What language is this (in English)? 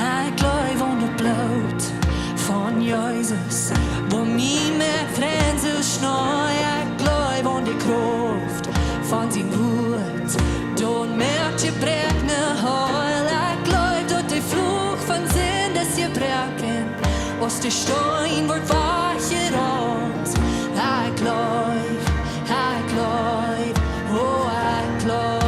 Plautdietsch